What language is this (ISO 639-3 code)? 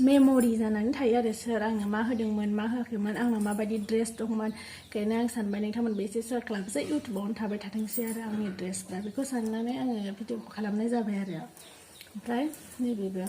brx